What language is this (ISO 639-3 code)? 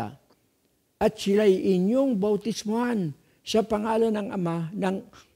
fil